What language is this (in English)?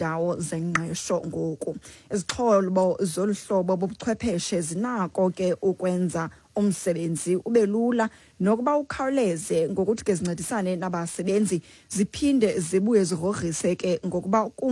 Xhosa